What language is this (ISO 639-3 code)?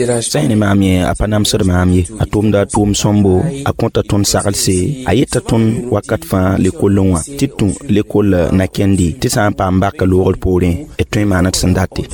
mos